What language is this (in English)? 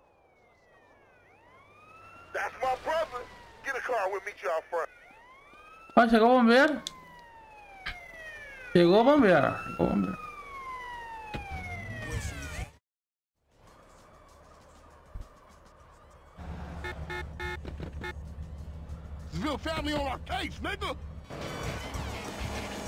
Portuguese